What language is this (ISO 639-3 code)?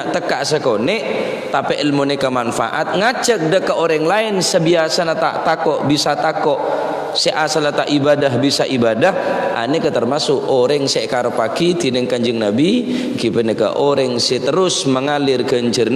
mad